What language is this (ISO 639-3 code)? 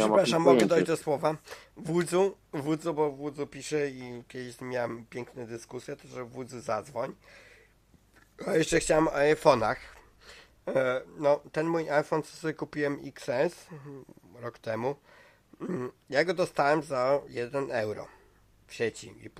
pol